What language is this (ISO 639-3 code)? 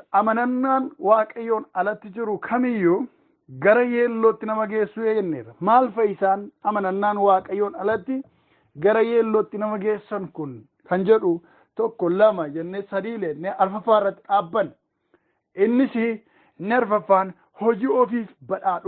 orm